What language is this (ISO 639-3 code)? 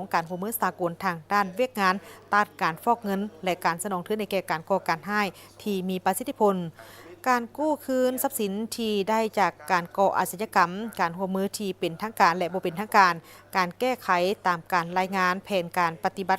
lao